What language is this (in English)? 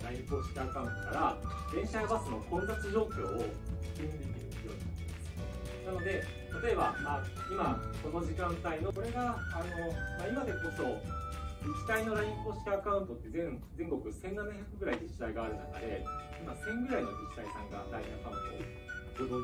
Japanese